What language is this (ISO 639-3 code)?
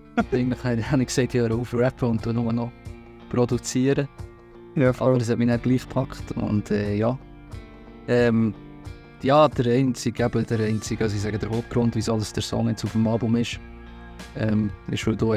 gsw